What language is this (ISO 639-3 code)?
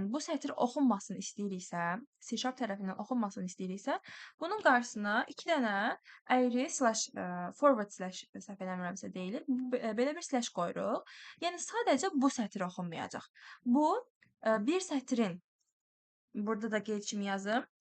aze